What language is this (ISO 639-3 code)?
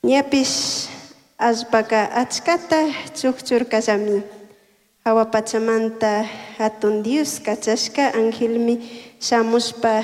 qug